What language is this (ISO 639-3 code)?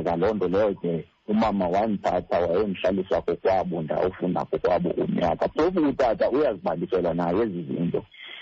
xho